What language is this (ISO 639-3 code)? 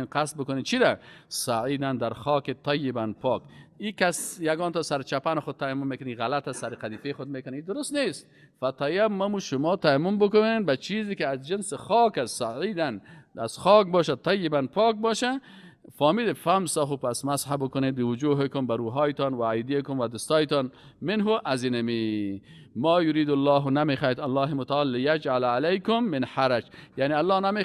fas